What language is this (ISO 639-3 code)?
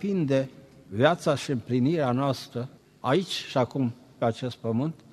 ron